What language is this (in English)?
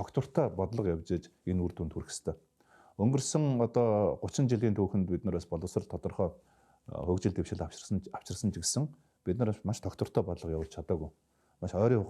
Mongolian